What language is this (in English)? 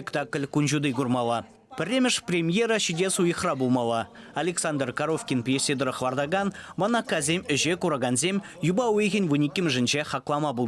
Chuvash